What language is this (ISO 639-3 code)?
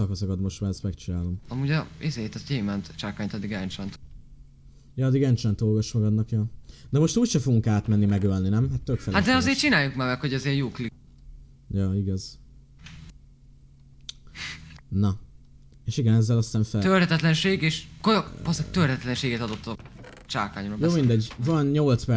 hun